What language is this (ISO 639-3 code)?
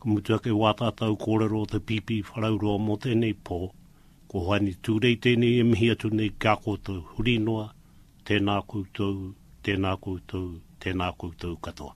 mri